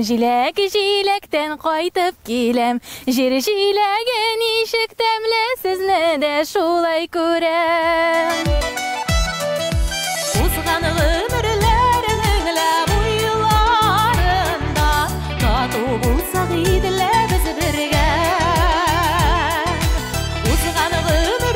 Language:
Tatar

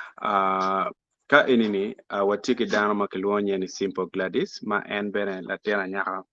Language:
Acoli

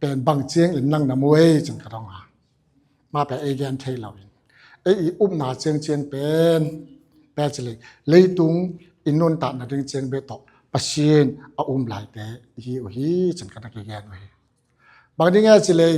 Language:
Tedim Chin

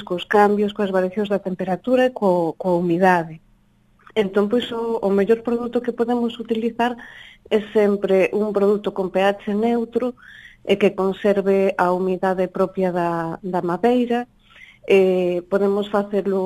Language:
Galician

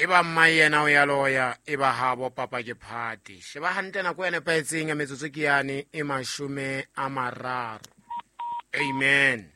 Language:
Southern Sotho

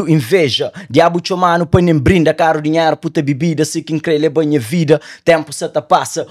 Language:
Kabuverdianu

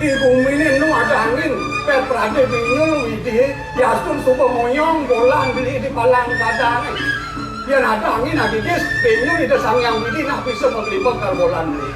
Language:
Balinese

